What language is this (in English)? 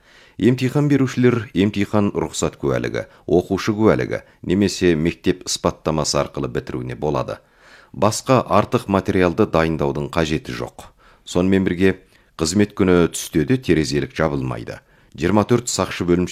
Kazakh